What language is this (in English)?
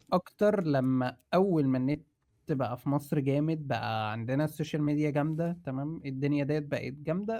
Egyptian Arabic